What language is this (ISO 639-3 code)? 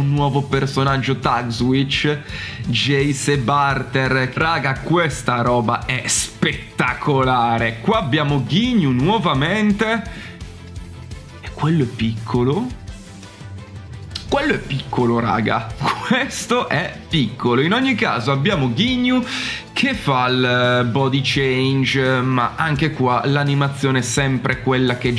ita